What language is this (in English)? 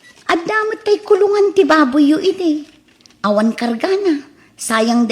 Iloko